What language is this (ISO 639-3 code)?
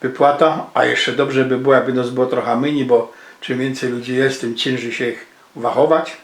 szl